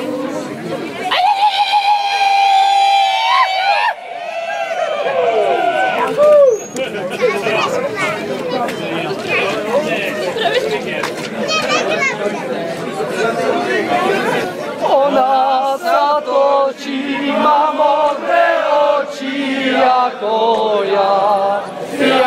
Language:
Czech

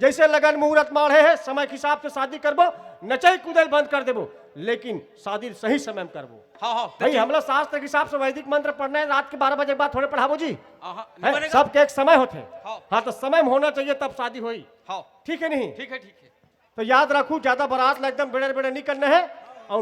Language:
Chhattisgarhi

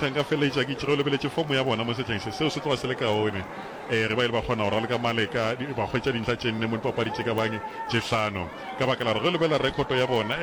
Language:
Northern Sotho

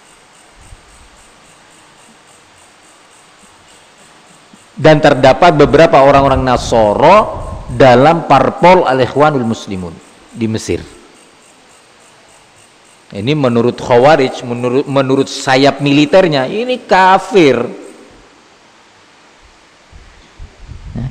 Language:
Indonesian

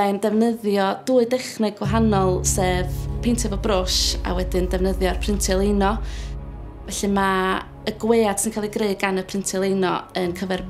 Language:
Welsh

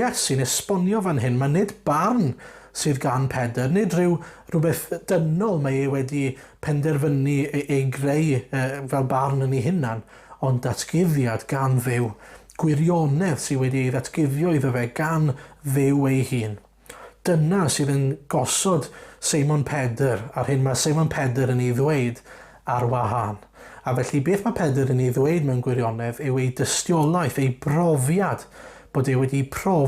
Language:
Welsh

